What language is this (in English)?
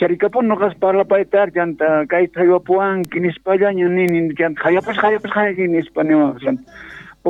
Quechua